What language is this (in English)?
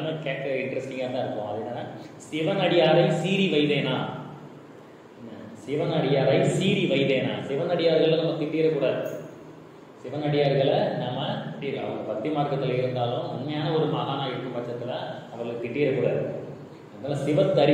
Tamil